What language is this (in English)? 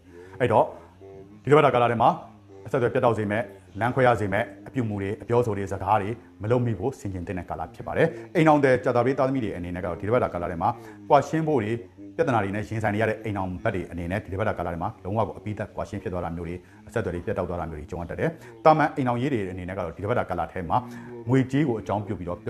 Burmese